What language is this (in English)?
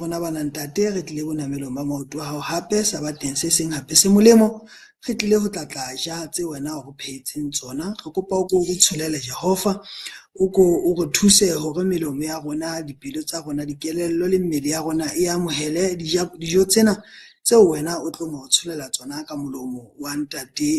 Southern Sotho